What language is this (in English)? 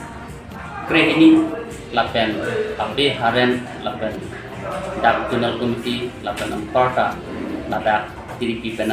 Karbi